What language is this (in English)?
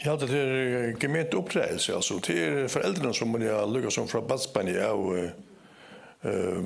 Faroese